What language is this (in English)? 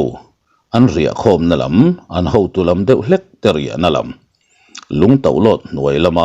Mizo